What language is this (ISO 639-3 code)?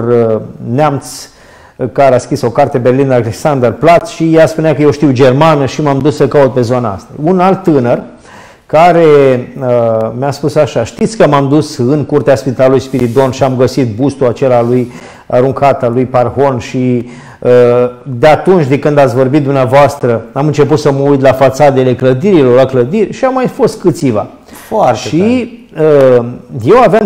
ron